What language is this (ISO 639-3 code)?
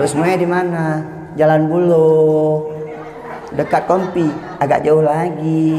ace